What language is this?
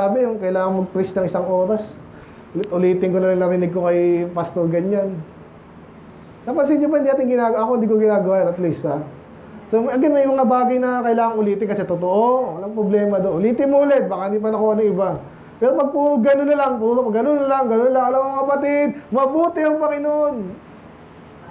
Filipino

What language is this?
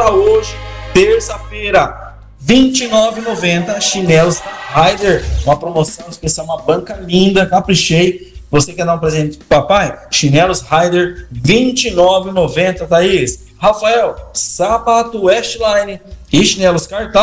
Portuguese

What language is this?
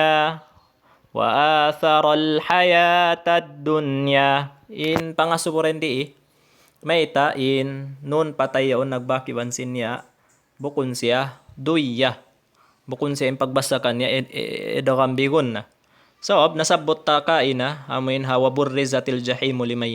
Tausug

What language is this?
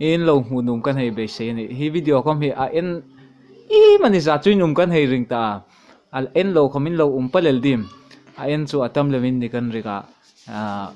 Hmar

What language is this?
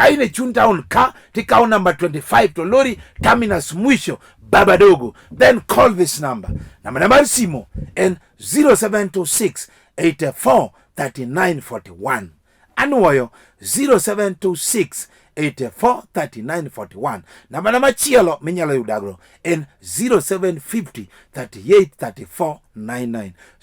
Luo (Kenya and Tanzania)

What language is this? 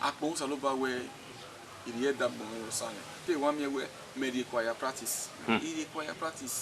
Bini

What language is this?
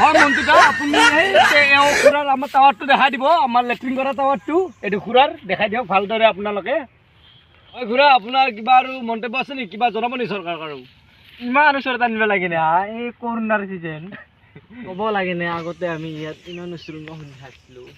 Assamese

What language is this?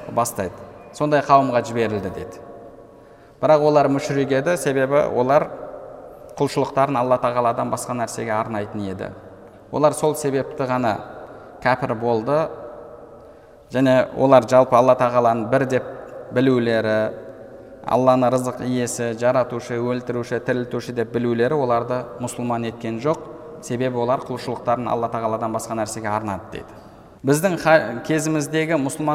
Kazakh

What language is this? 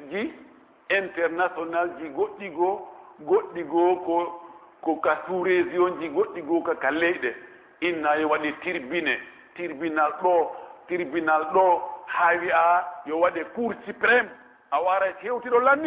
Pular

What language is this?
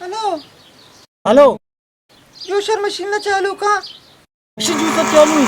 Baluchi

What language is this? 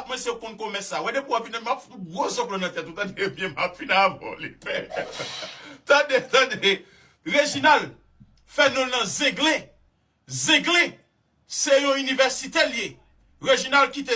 Haitian Creole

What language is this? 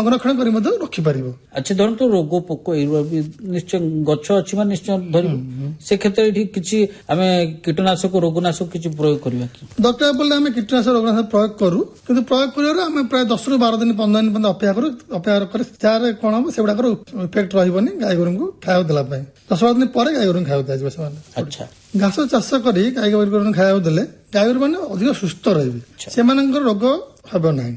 Odia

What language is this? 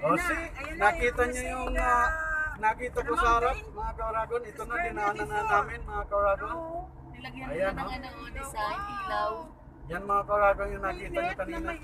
Bikol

